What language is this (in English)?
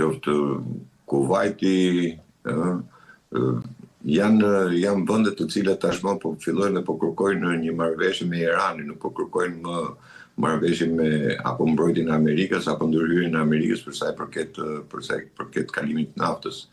Albanian